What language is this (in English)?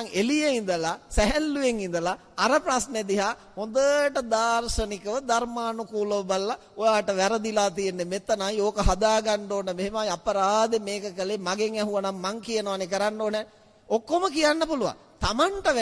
Sinhala